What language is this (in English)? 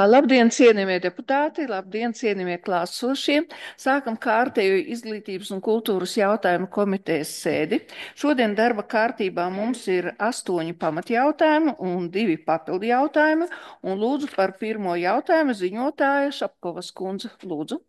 Latvian